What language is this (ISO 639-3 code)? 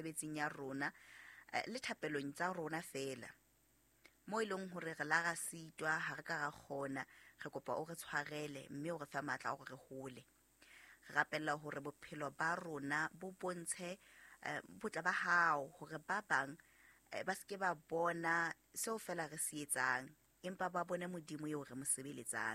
sot